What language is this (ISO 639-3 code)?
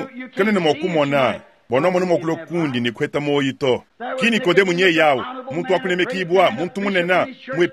lua